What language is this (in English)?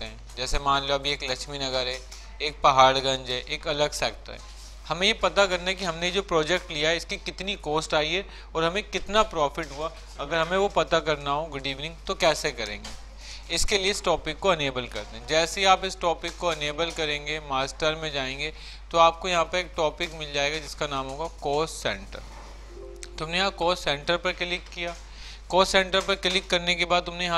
Hindi